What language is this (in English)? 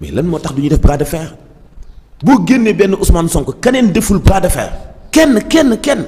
Wolof